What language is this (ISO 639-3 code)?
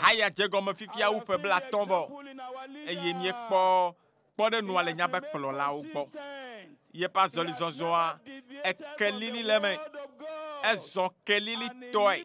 ewe